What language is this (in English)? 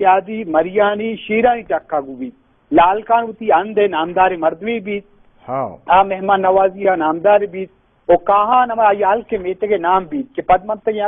Baluchi